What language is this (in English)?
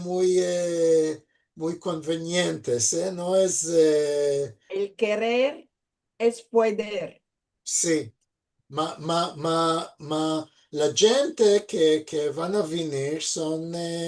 Ladino